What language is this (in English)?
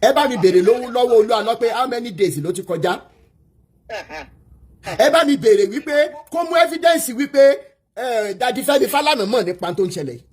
Yoruba